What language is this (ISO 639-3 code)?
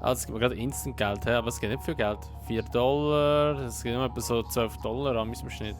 gsw